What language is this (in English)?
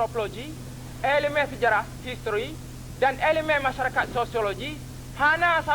Achinese